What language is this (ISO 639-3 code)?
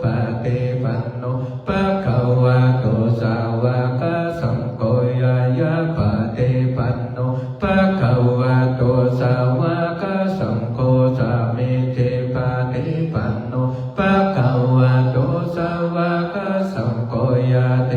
pli